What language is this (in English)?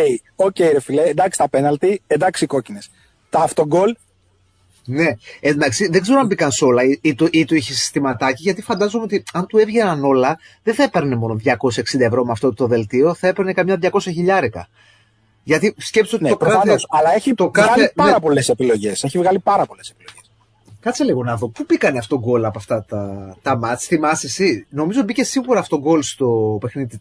Greek